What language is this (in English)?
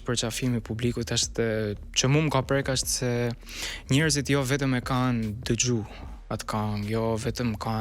Albanian